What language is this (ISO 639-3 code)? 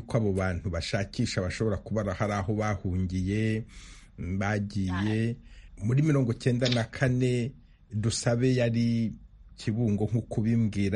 kin